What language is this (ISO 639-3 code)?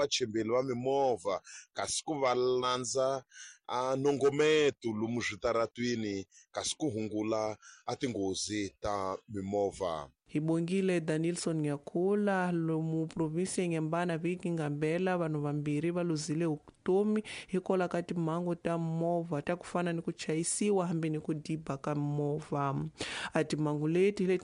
tso